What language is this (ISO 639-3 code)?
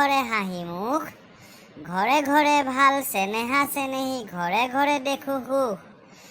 asm